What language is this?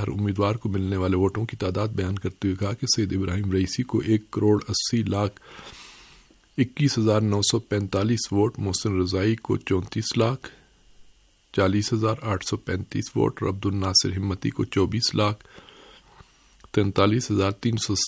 Urdu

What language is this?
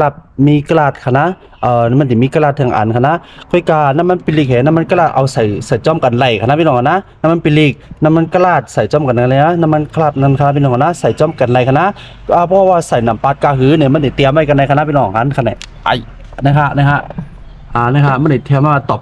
Shan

